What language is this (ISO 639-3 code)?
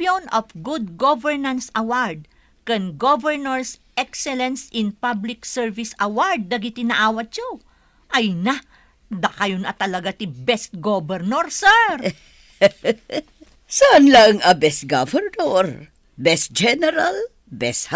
ilo